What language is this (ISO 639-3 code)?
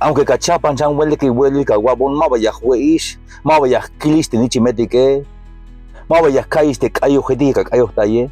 tzh